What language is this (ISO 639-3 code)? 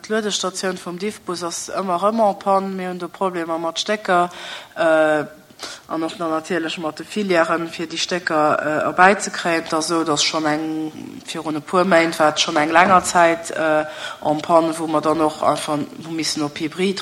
ltz